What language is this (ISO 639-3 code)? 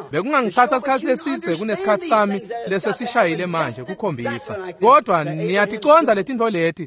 ssw